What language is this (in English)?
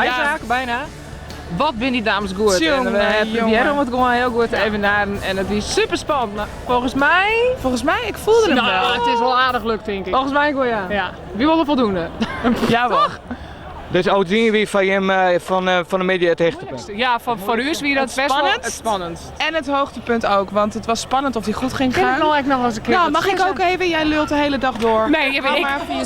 Western Frisian